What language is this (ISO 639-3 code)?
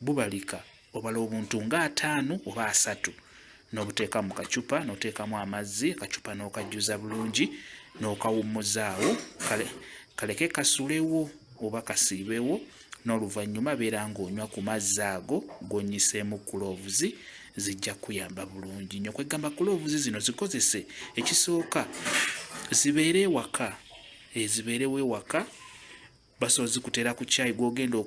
lug